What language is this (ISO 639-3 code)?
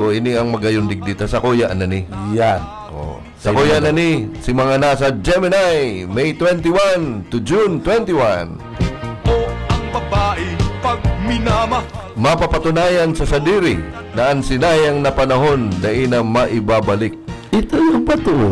bik